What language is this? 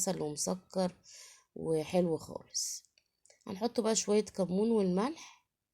Egyptian Arabic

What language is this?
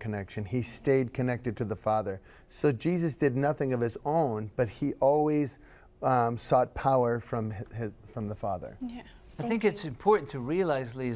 English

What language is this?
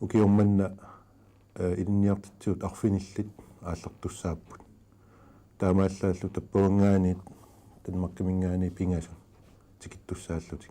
Kalaallisut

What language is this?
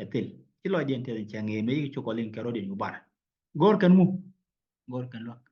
Nuer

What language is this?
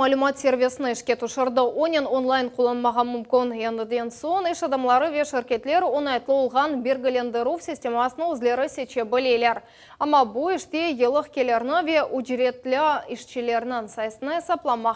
Crimean Tatar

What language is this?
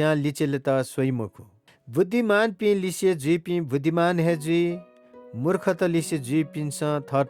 Newari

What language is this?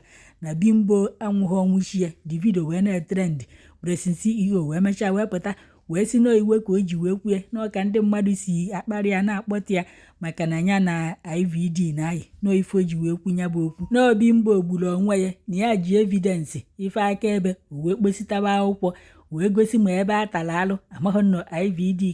Igbo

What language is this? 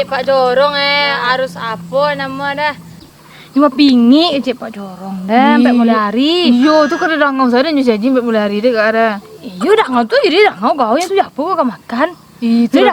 Minangkabau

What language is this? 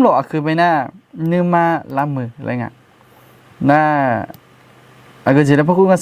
Akha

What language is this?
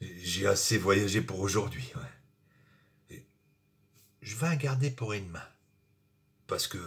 Picard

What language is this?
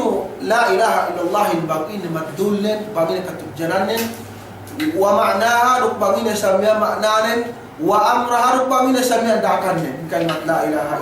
Yakan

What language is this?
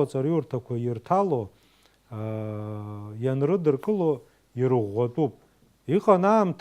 Abkhazian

